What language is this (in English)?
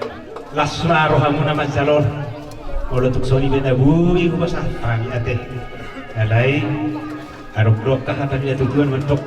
Batak Toba